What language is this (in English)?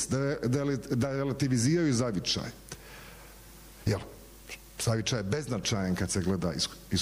Bosnian